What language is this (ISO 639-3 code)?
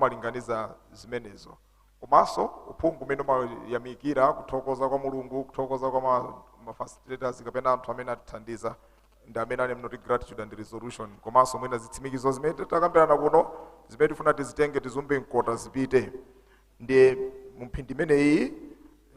nya